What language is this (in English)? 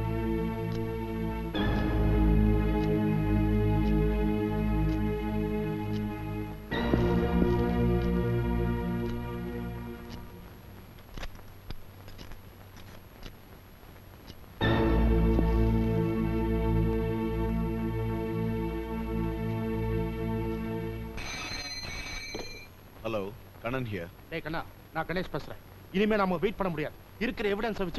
Tamil